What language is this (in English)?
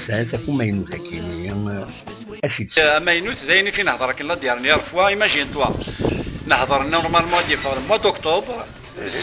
Kabyle